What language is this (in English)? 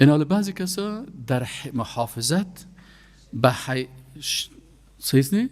Persian